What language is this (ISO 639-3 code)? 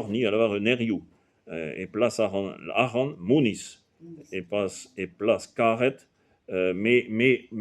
bre